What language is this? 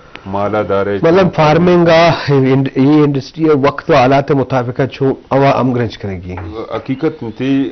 Eastern Balochi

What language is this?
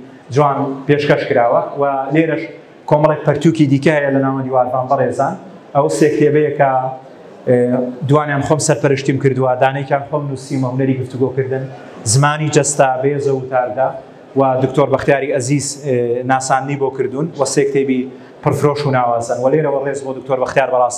Central Kurdish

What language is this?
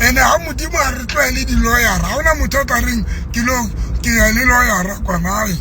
Southern Sotho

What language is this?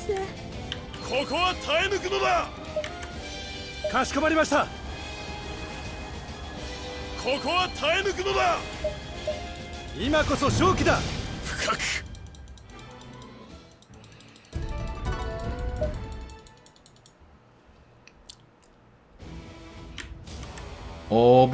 Korean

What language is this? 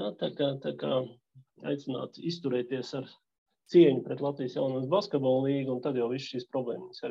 Latvian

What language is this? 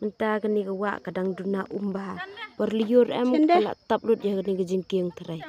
Khasi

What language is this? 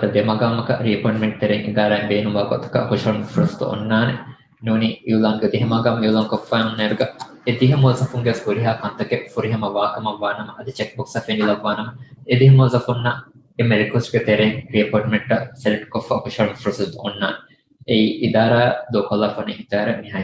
Divehi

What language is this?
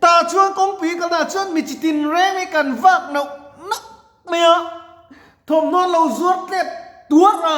Mizo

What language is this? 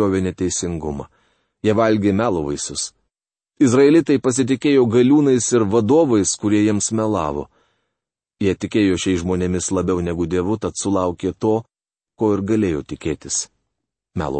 Lithuanian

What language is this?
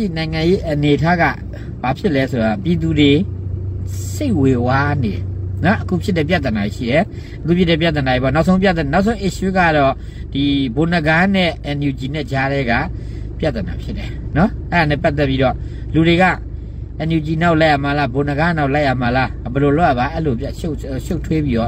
Burmese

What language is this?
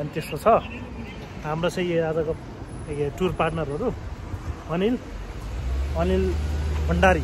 Nepali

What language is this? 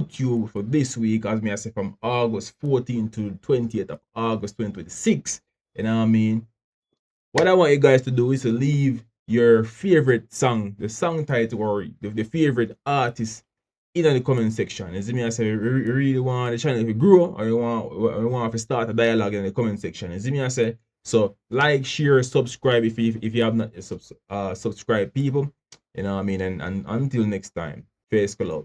Jamaican Creole English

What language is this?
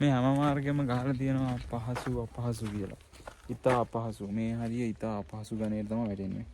Sinhala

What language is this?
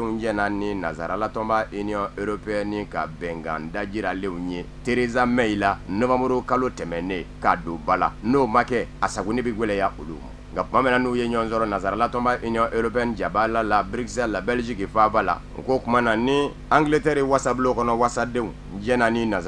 Bambara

